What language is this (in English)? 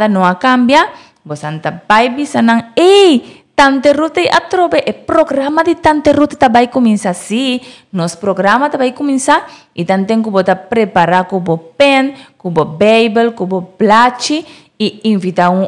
Papiamento